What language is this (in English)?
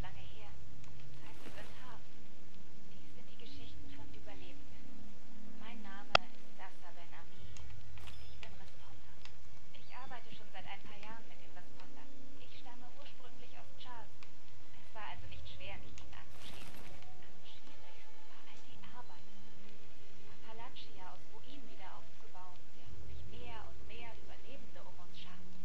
Swiss German